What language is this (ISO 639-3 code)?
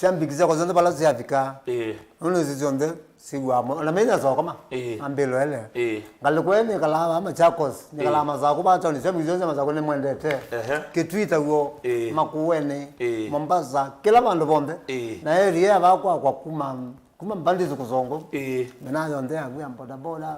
kam